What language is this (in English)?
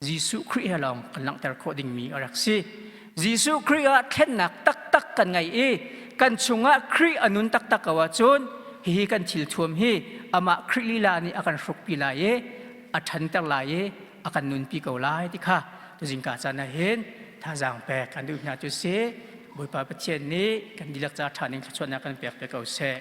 Hakha Chin